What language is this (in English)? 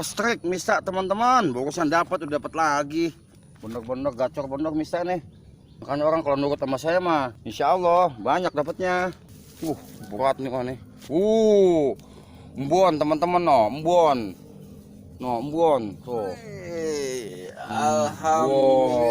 Betawi